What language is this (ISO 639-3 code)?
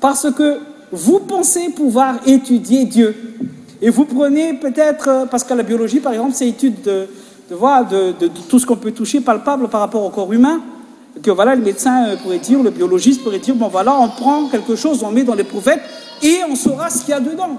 fra